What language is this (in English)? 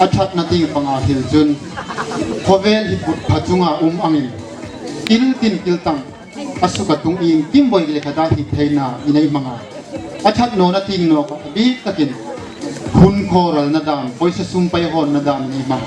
Hmar